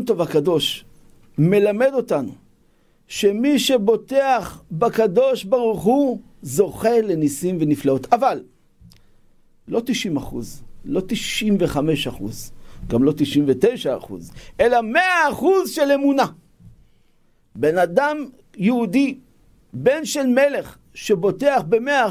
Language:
Hebrew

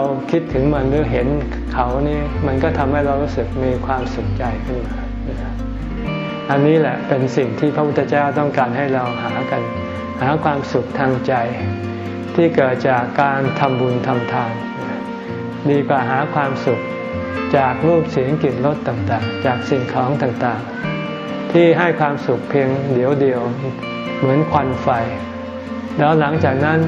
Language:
Thai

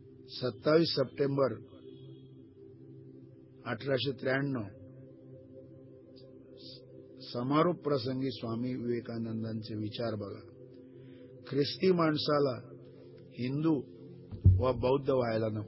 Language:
Marathi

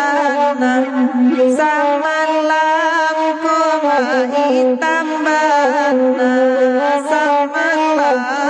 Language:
Minangkabau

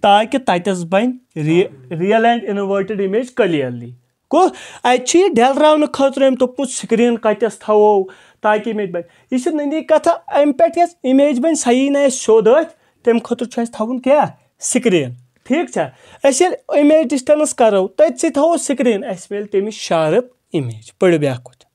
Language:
Kashmiri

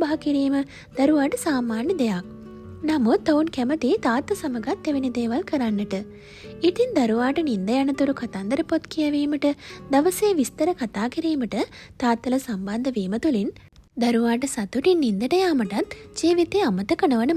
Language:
Sinhala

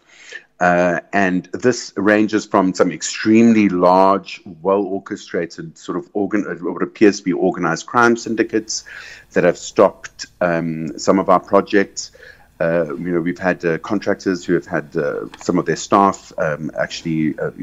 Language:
English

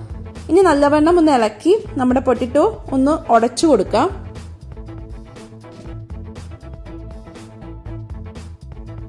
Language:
Malayalam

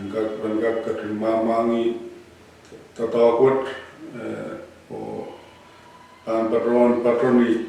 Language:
Pohnpeian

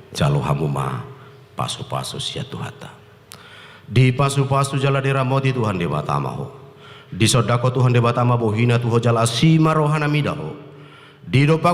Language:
Batak Toba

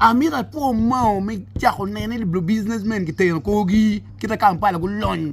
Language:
Acoli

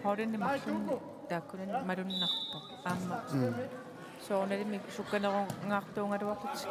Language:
Kalaallisut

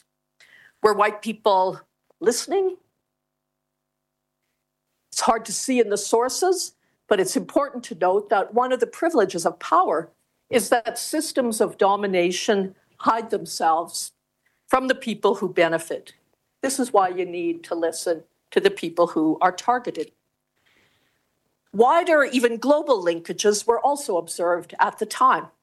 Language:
English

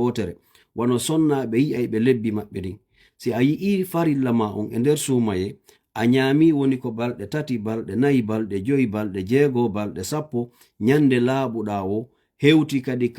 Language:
Fula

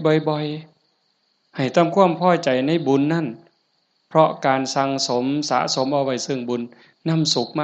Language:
Northeastern Thai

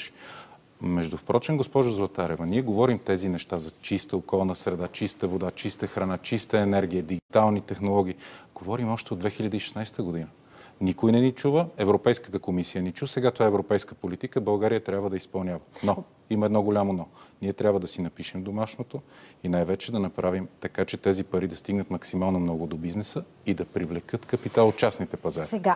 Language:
Bulgarian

